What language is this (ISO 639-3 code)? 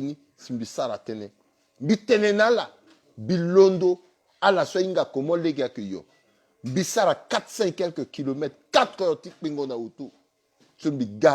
sag